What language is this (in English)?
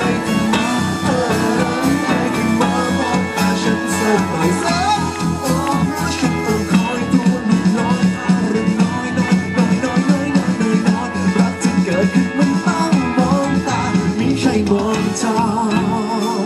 Thai